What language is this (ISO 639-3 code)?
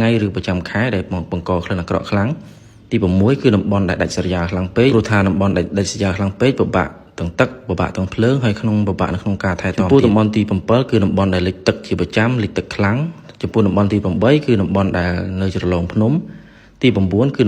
khm